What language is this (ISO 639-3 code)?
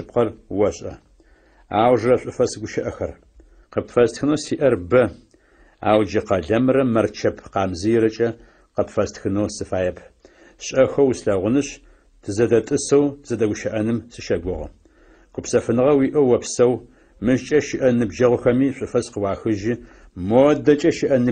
ady